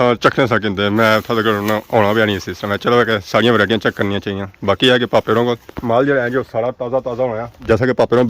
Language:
Pahari-Potwari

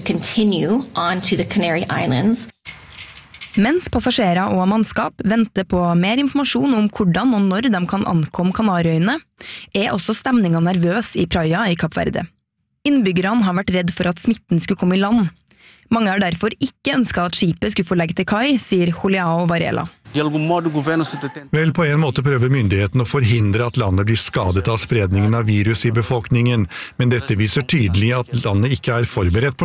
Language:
Norwegian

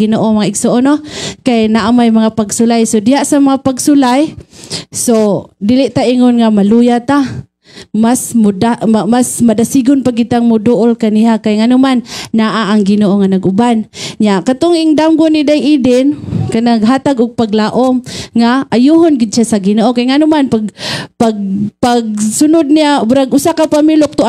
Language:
Cebuano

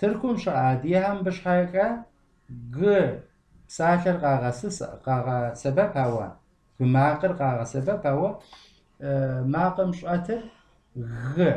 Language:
Kabardian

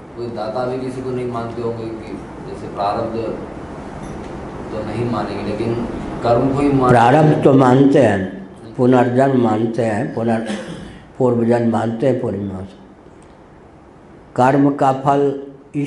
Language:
Hindi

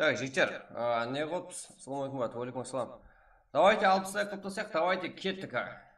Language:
Kara-Kalpak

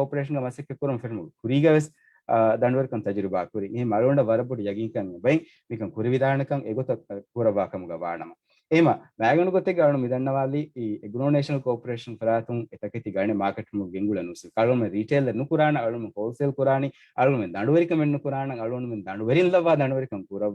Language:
Divehi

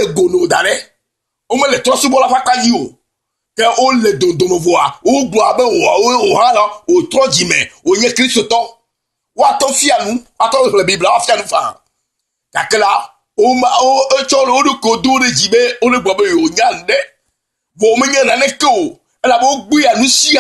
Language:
Ewe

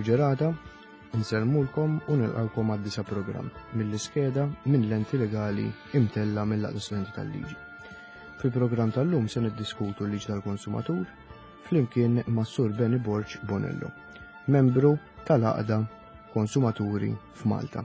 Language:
Maltese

